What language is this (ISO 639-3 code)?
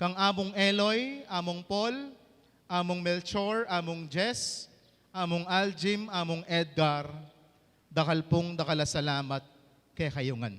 pam